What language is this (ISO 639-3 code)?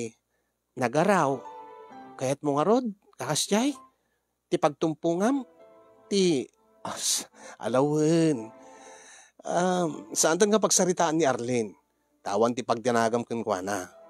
ilo